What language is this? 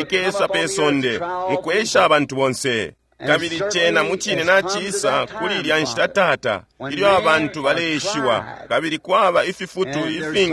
Bemba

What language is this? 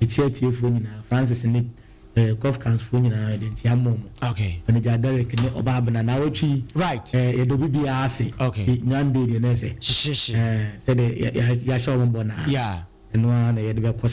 Akan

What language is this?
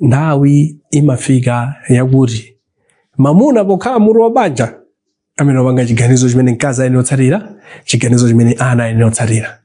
Nyanja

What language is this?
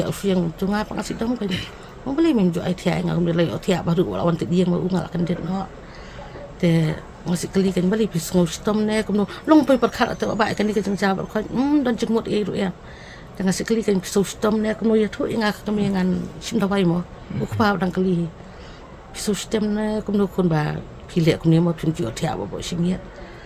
Khasi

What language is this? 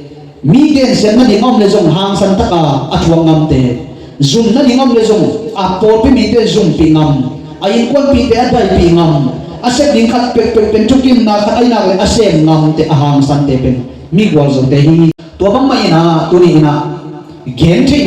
Tedim Chin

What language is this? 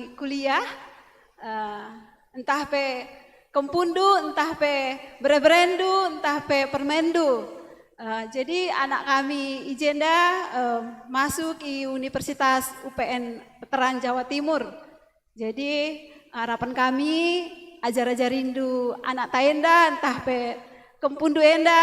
Batak Karo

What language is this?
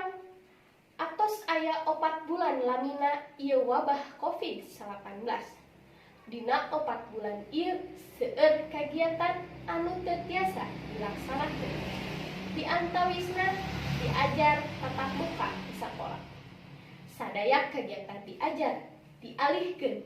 Sundanese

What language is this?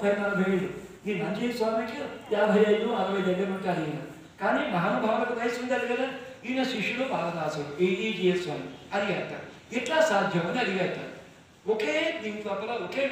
Telugu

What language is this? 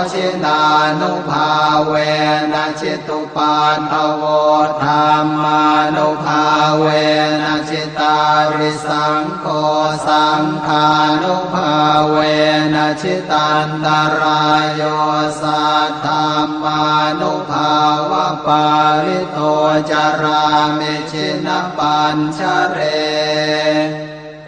Pali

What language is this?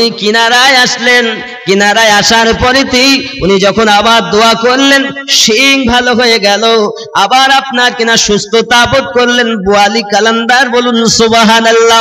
Bangla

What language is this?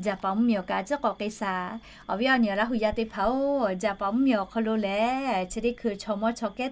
Lahu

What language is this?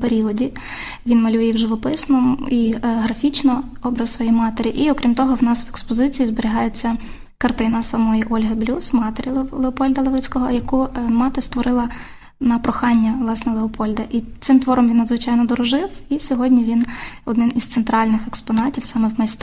Ukrainian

